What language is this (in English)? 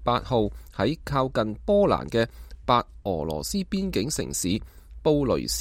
Cantonese